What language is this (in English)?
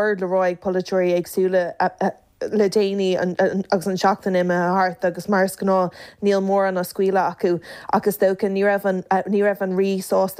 Irish